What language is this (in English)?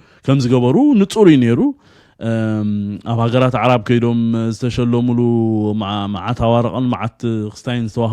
Tigrinya